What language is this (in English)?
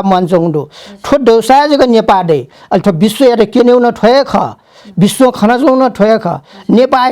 Newari